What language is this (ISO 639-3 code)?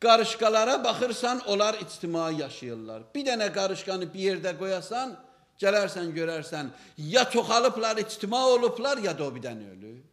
aze